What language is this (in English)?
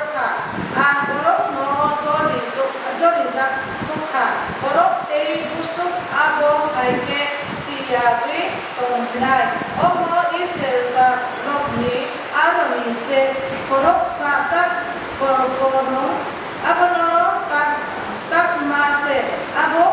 Kok Borok